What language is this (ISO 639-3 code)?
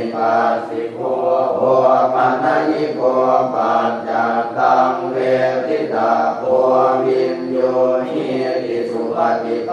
pli